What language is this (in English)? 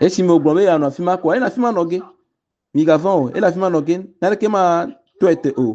Ewe